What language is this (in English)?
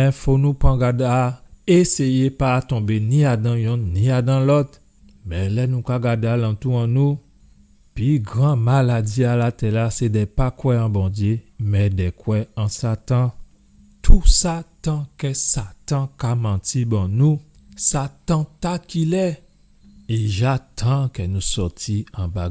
Guadeloupean Creole French